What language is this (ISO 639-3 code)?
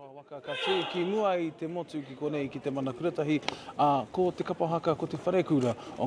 mri